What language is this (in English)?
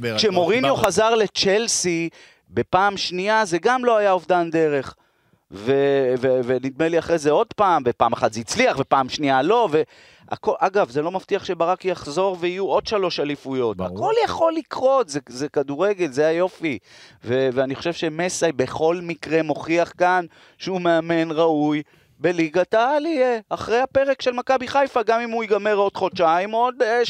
Hebrew